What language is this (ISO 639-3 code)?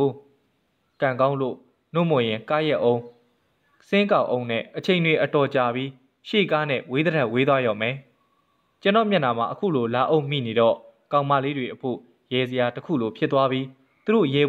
mya